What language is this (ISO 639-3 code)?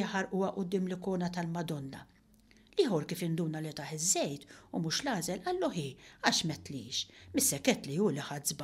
mlt